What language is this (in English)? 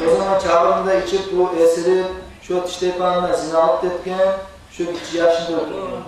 Kumyk